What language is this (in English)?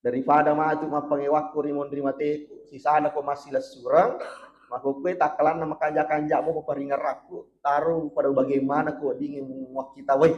Buginese